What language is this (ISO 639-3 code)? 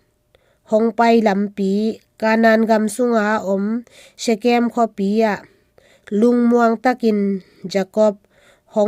ctd